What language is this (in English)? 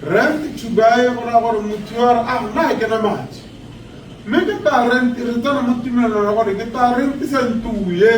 Tswana